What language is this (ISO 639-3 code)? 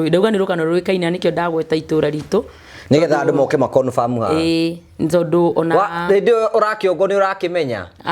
kik